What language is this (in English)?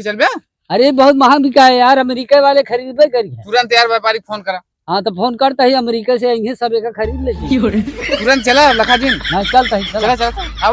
Awadhi